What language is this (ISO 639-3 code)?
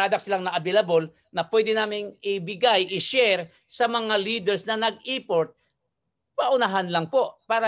fil